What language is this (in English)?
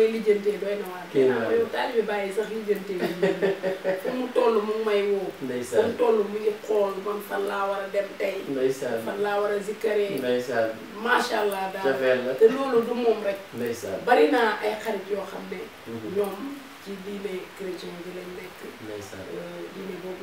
Wolof